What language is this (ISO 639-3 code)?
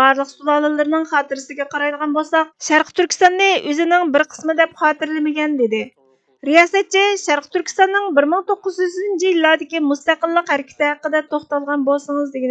uig